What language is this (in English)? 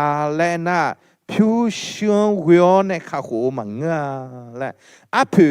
Akha